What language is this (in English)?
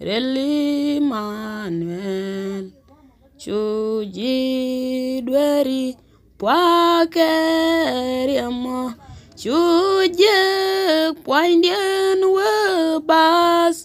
Nuer